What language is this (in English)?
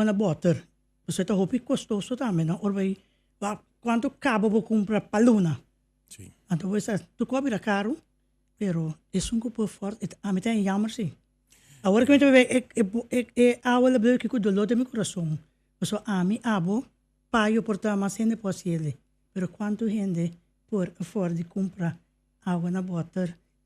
Papiamento